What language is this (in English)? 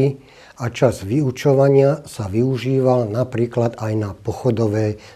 Slovak